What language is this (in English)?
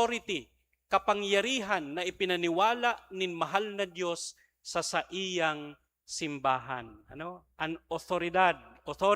Bikol